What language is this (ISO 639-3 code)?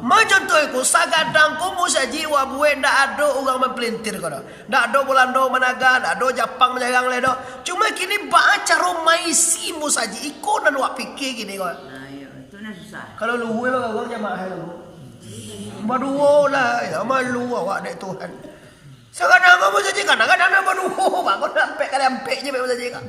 min